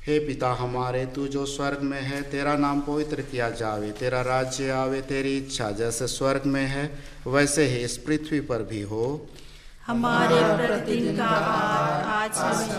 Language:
Hindi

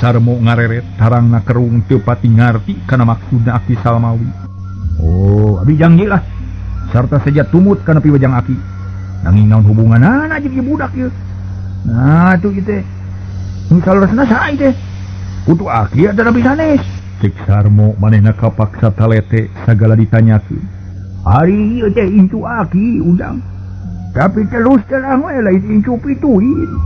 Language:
Sundanese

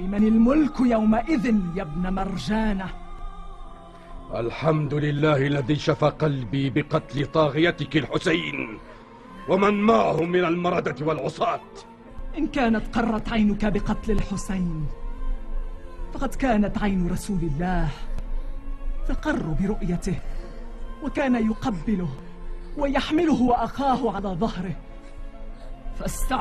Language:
Arabic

